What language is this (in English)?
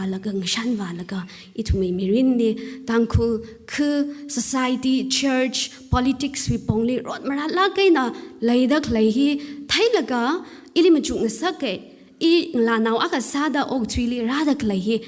Tangkhul Naga (India)